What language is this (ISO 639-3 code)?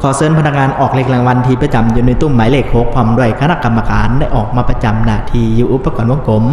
lao